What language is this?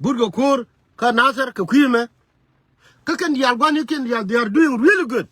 Nuer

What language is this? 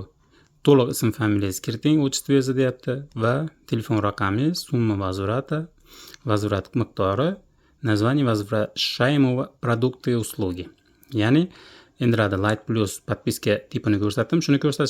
Uzbek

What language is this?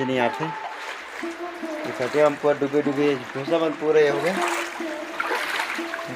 Chhattisgarhi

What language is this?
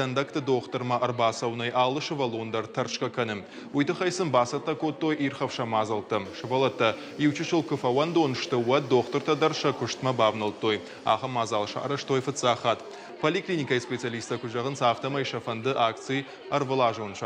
Ossetic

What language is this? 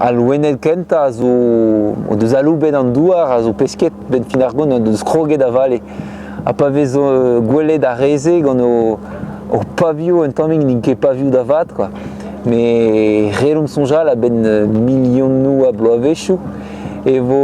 Breton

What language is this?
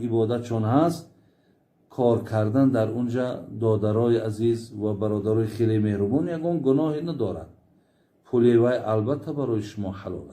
Tajik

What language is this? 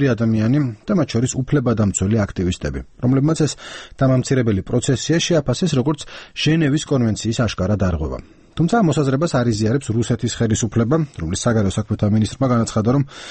Georgian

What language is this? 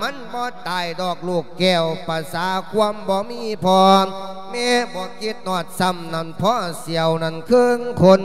Lao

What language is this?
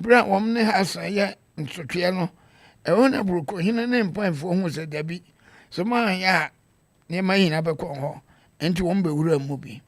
Akan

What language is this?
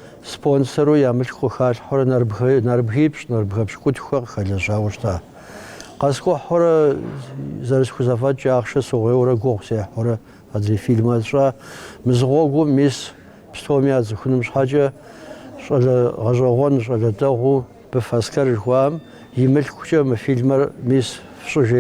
Kabardian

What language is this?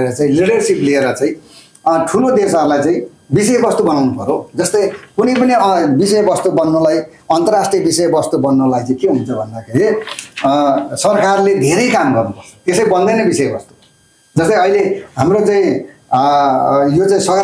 Nepali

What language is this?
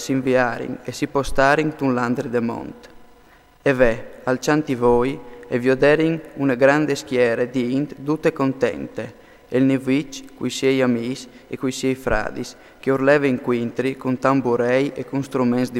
Friulian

